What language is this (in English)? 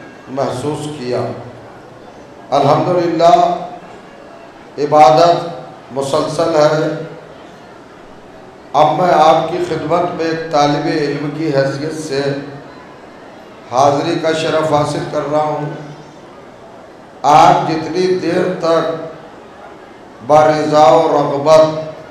Urdu